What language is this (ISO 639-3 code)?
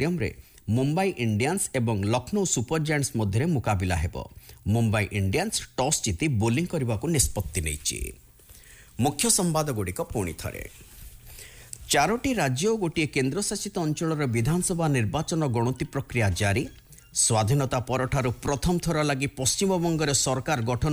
ori